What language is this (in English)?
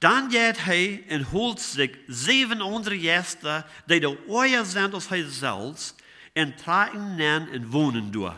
Plautdietsch